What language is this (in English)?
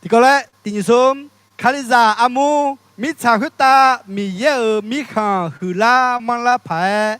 Akha